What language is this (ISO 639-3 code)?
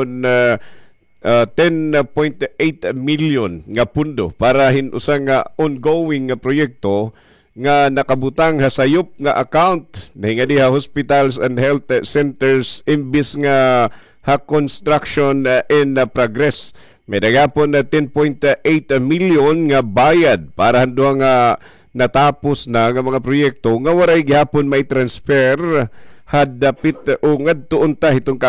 war